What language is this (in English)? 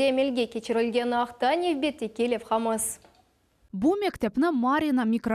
Crimean Tatar